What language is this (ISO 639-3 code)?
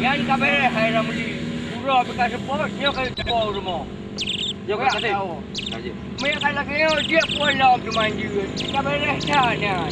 ace